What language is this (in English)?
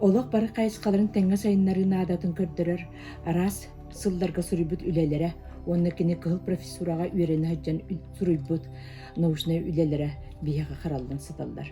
Yakut